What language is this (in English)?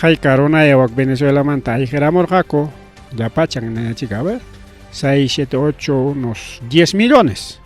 Ayacucho Quechua